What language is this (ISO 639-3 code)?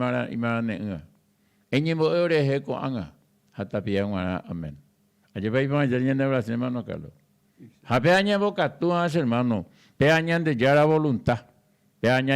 grn